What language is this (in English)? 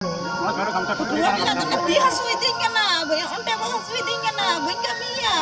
Santali